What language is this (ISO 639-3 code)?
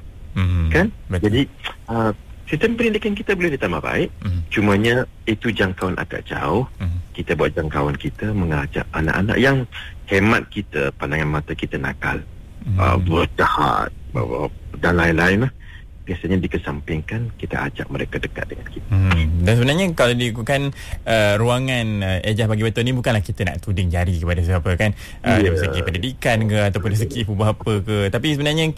msa